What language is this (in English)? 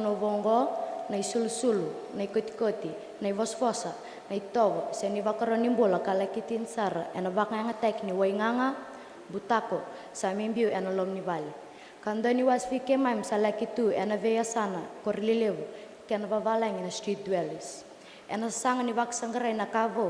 Fijian